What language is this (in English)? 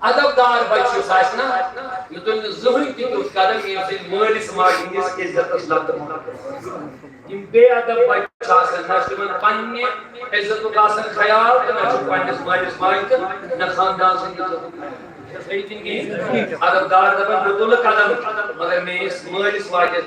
Kashmiri